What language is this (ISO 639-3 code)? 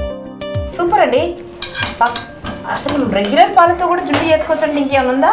tel